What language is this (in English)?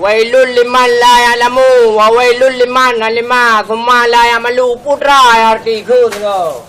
Achinese